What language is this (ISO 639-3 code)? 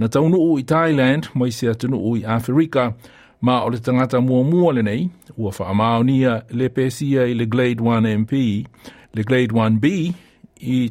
smo